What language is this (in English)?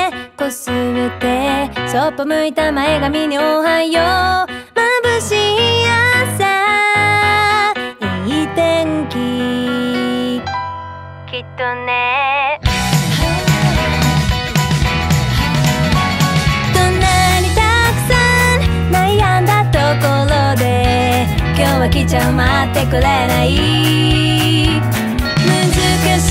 Japanese